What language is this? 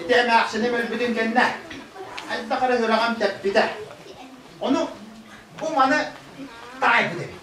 Yakut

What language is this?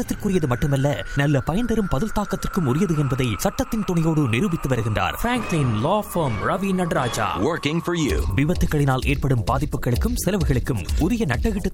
Tamil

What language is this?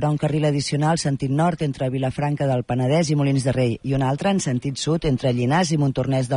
Catalan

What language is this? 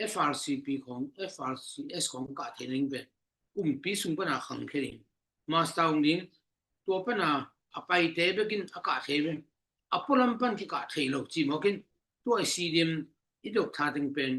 Tedim Chin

